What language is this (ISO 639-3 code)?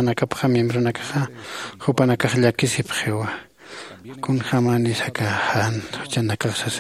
aym